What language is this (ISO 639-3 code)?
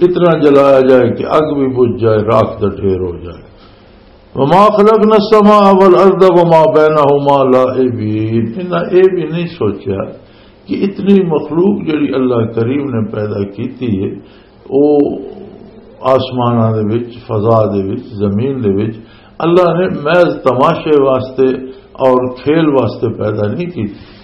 lah